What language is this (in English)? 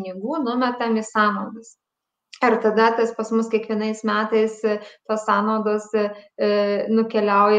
Lithuanian